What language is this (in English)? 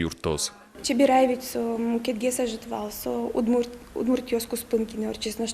Udmurt